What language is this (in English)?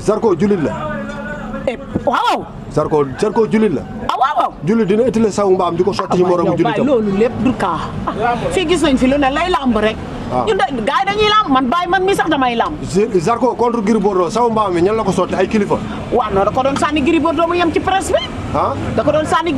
Wolof